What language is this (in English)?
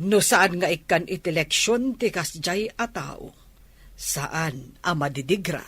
Iloko